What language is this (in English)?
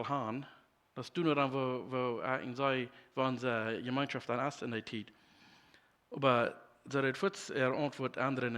Plautdietsch